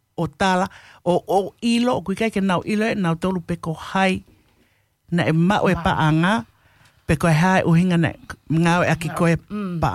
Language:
Tongan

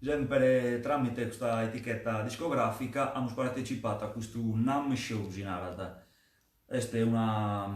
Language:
Sardinian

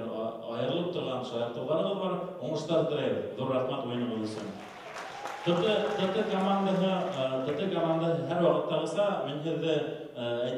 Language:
Bashkir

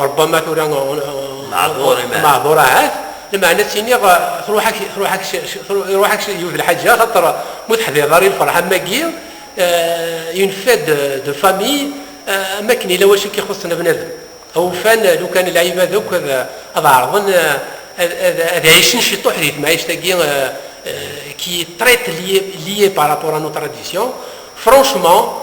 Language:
Kabyle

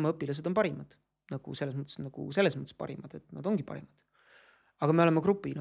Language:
Estonian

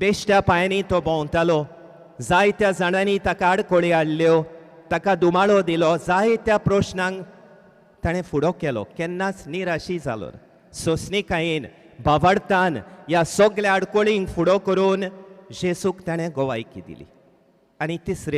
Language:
Konkani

